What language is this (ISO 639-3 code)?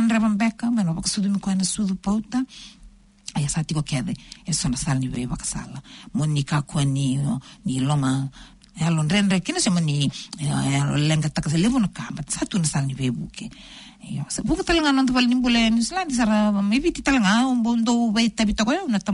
fij